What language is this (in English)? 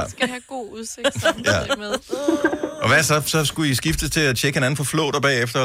Danish